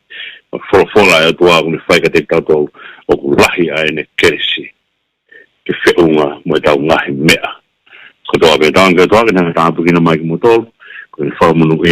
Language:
Tongan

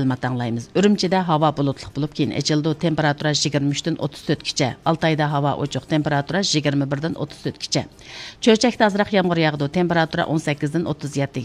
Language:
Uyghur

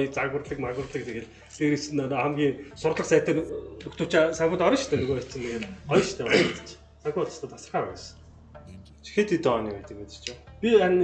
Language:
Mongolian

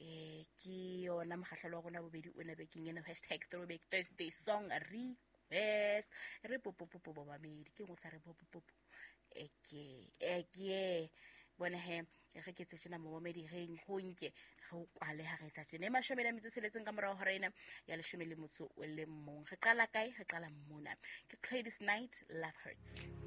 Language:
Southern Sotho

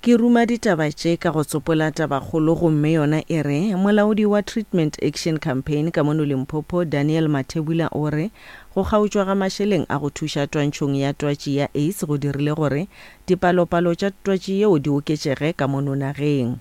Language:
Northern Sotho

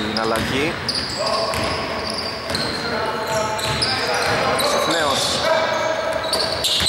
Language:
Greek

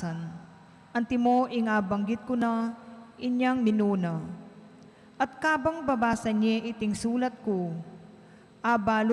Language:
Pampanga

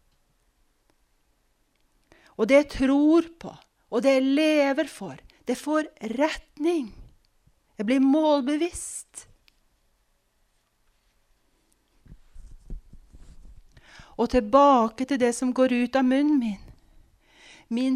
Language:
Norwegian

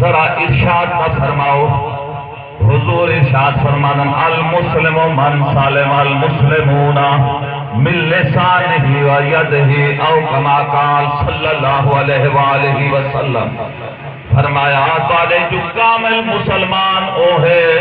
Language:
Saraiki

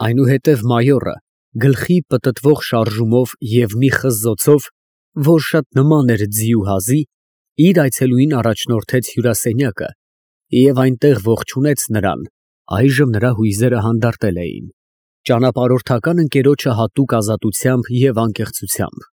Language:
Armenian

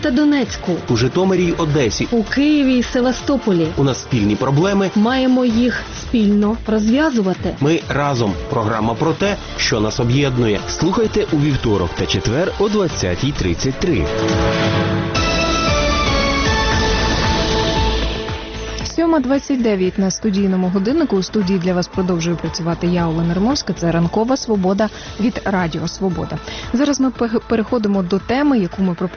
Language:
Ukrainian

